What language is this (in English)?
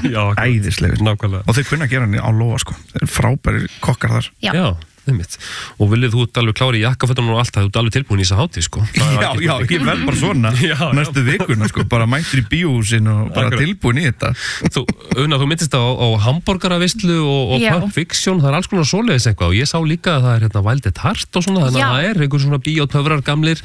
Icelandic